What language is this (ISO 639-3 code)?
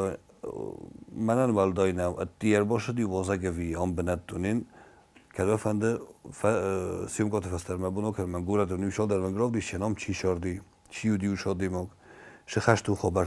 oss